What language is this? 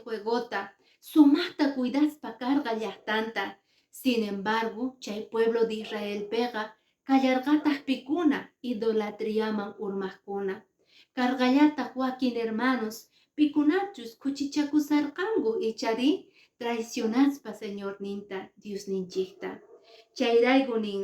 Quechua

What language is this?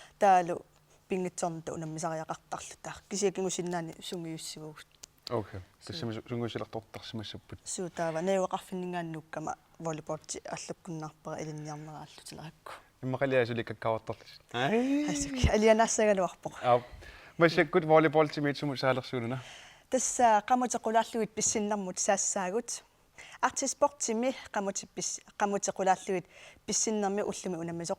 Kalaallisut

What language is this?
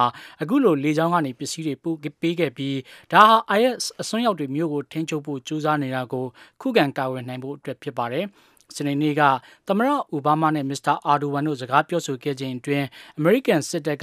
Burmese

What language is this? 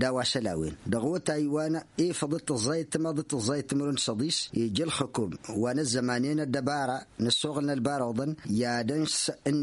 Tamasheq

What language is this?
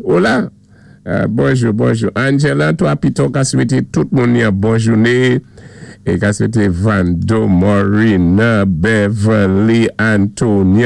Saint Lucian Creole French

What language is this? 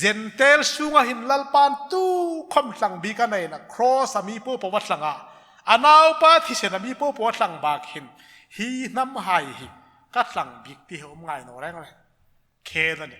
Hmar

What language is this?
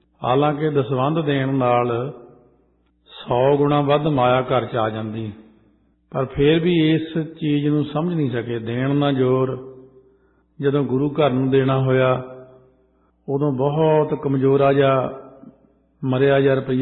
Punjabi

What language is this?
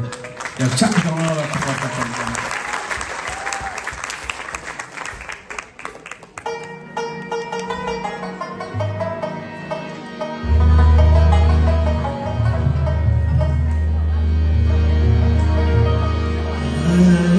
Persian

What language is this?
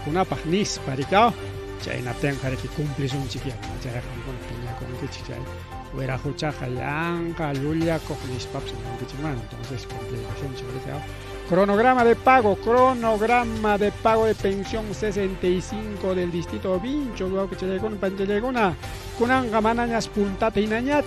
Ayacucho Quechua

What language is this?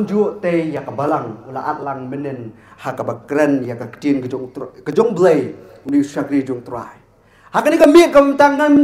Khasi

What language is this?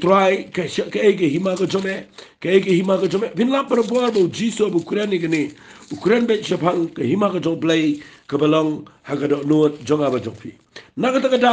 Khasi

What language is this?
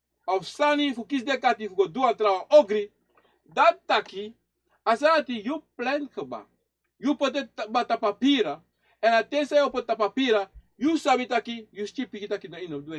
Sranan Tongo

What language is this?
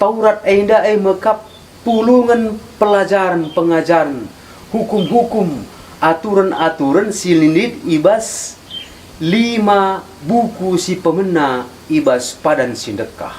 Batak Karo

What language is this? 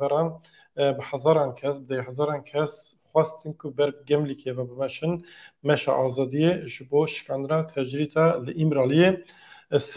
Kurdish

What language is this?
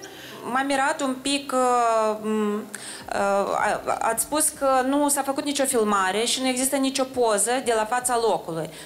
Romanian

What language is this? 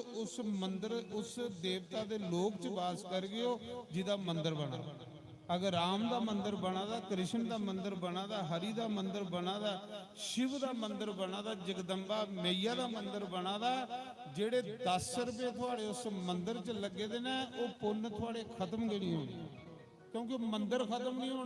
Dogri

